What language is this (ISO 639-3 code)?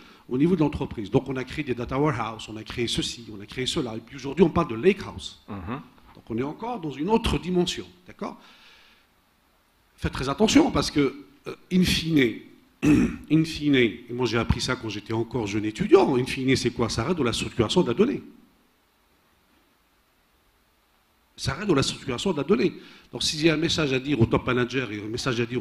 fra